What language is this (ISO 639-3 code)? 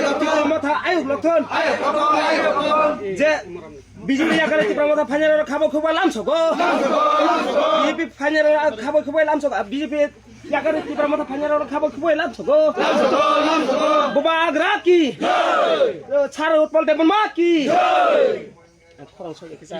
trp